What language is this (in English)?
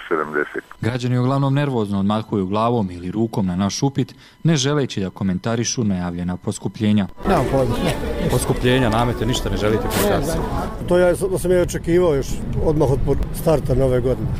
Bosnian